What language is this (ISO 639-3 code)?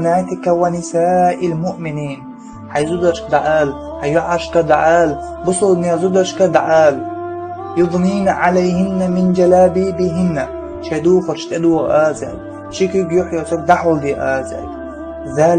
che